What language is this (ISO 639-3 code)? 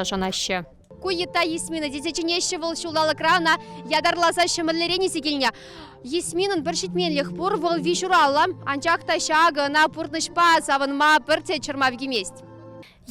chv